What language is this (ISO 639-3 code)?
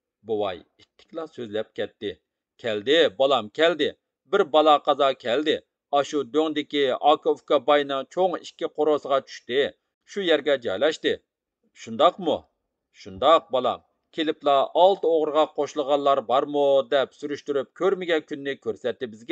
uig